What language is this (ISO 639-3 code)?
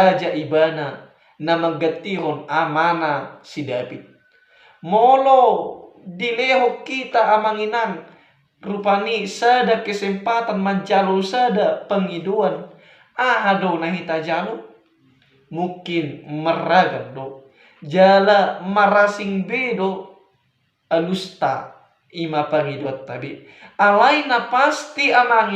bbc